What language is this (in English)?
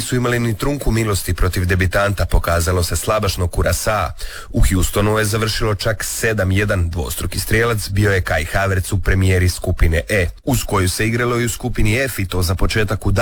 Croatian